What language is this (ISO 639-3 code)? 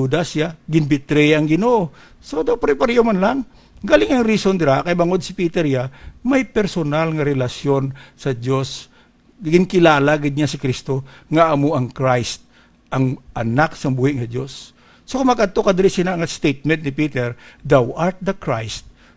hil